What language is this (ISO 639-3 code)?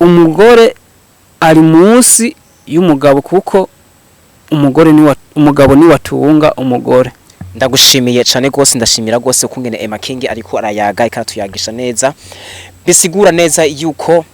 run